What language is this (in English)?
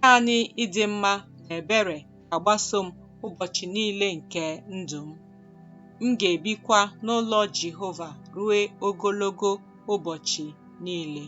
Igbo